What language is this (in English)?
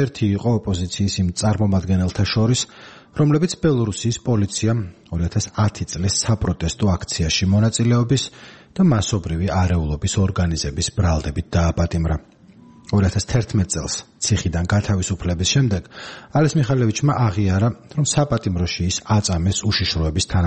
Georgian